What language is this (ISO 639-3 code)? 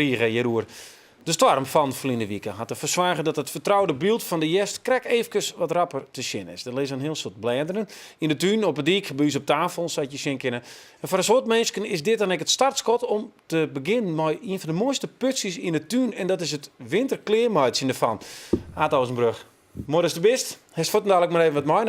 fry